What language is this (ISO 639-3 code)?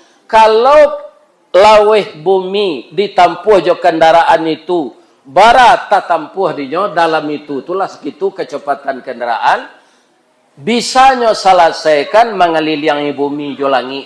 min